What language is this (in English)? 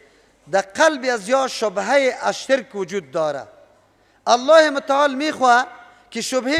Persian